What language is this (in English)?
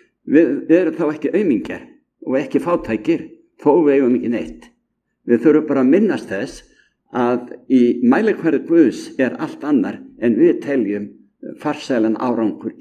Icelandic